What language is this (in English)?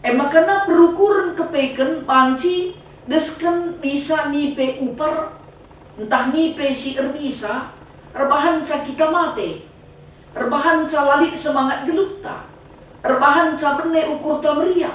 Batak Karo